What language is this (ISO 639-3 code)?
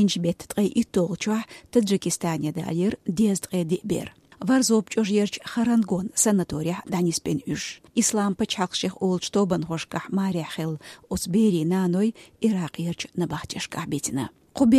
che